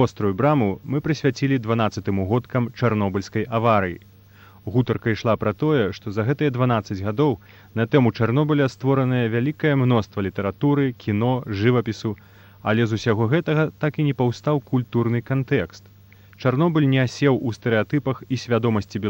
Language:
Belarusian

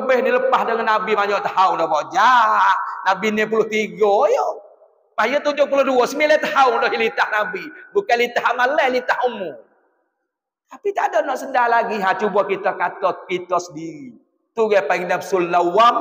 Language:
Pattani Malay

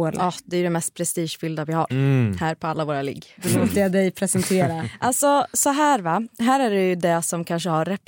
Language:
Swedish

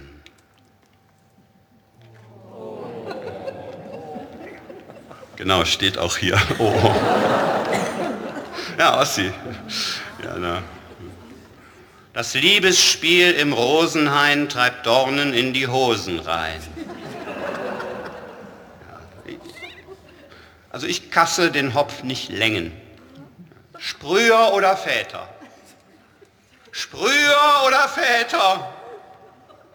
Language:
German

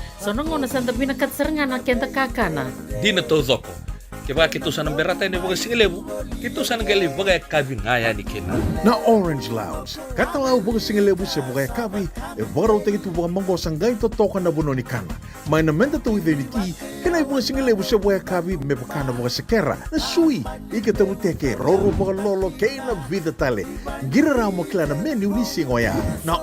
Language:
Fijian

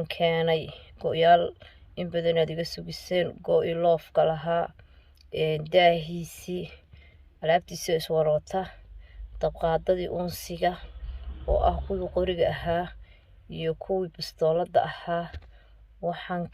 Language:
Somali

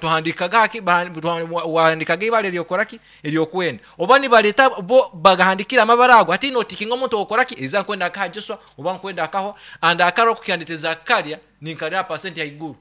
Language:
Nyankole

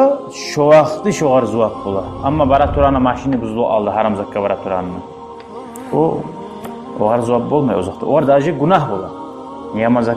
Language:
Kumyk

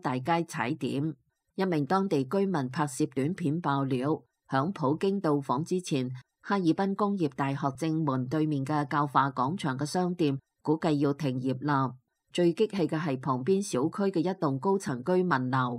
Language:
Cantonese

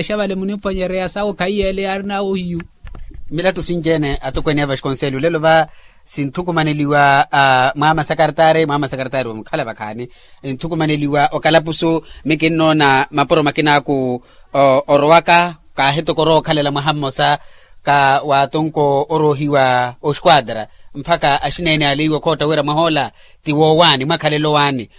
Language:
Makhuwa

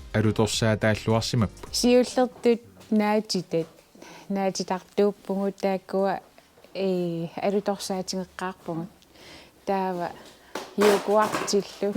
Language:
Kalaallisut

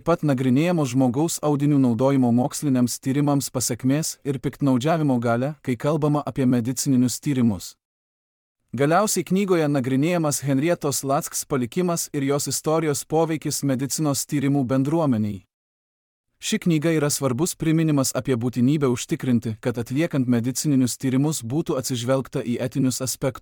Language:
Lithuanian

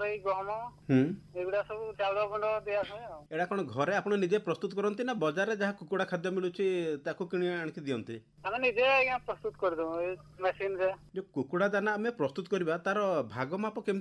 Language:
Odia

